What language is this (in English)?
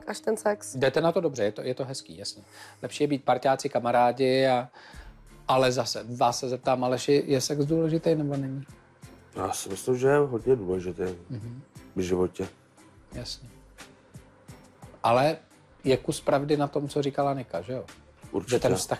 Czech